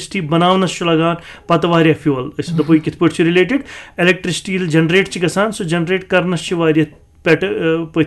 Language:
Kashmiri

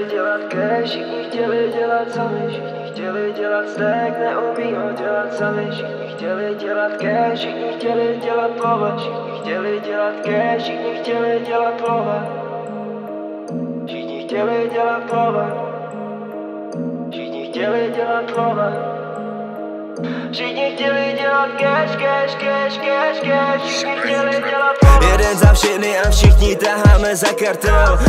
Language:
Czech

